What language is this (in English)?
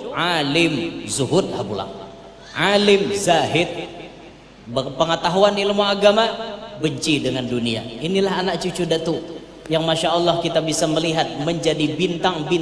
Banjar